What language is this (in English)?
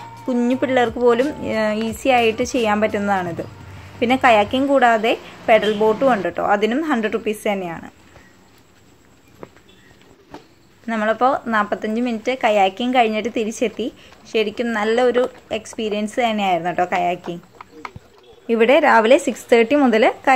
Malayalam